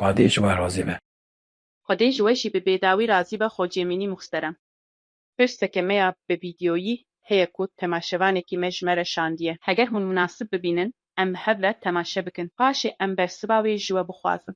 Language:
Kurdish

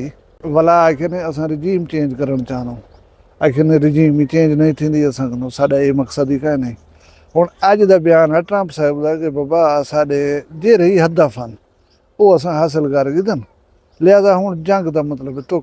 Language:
Saraiki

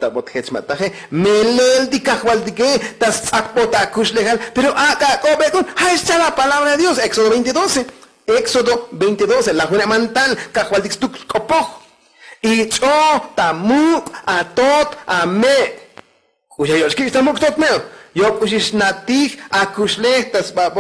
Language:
Tzotzil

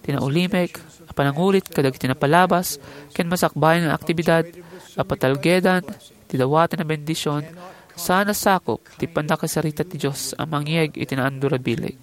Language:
Iloko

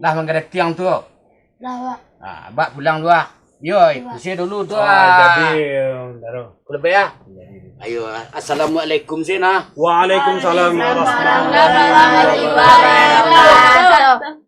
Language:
Minangkabau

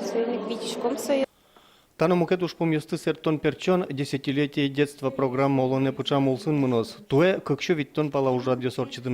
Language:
Udmurt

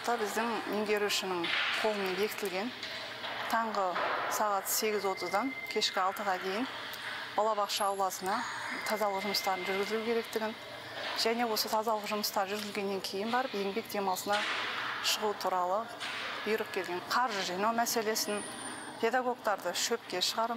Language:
Kazakh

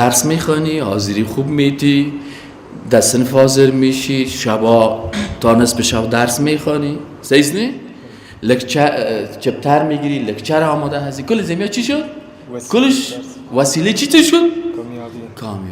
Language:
Persian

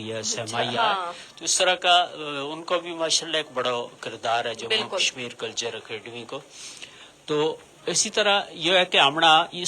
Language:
Gujari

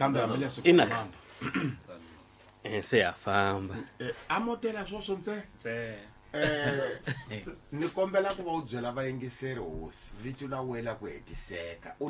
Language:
Tsonga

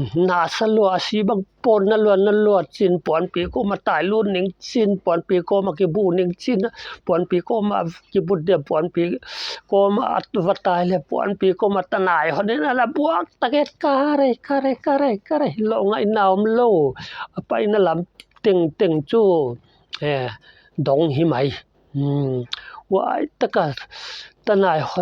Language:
Paite Chin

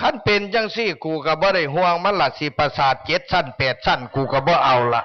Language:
Northeastern Thai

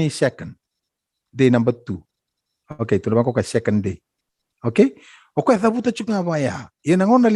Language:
Fijian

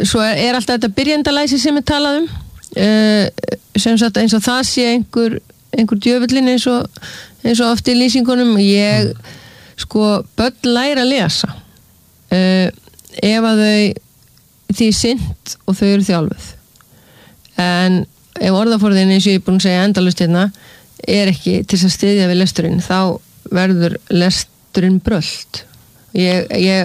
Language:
Icelandic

